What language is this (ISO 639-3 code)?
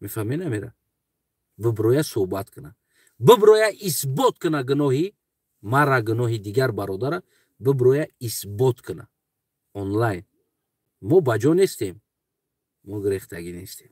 tgk